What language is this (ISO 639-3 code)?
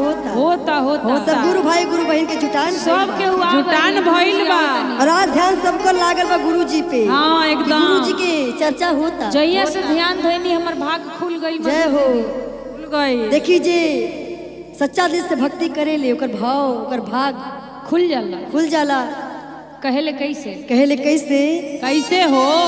bho